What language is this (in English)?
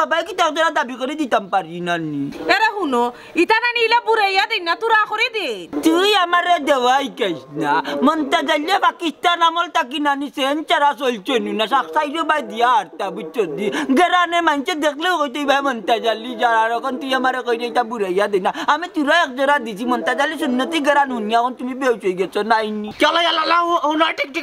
Sylheti